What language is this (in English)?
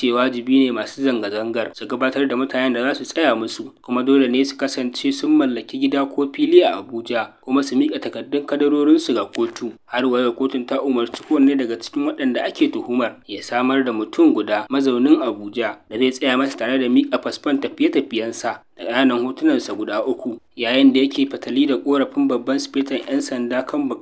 Hausa